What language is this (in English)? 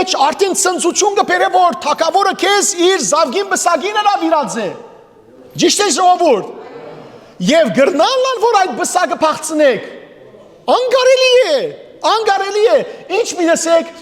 Western Armenian